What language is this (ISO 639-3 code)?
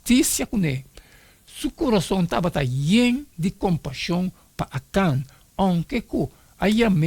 pap